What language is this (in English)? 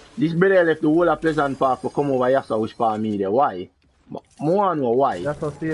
Jamaican Creole English